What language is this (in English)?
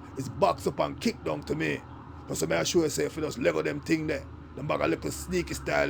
Jamaican Creole English